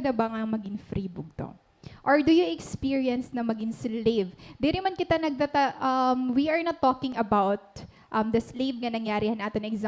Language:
Waray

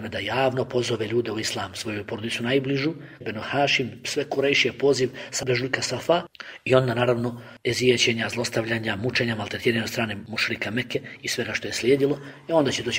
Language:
Bosnian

